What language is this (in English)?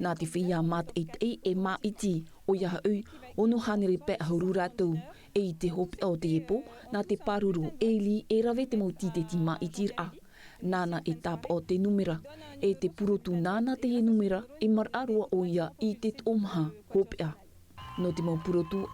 Tahitian